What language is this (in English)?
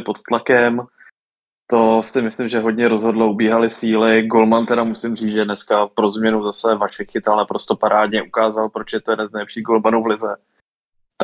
Czech